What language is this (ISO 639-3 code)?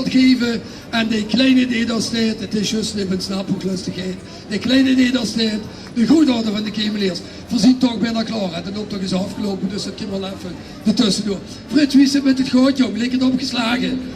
lim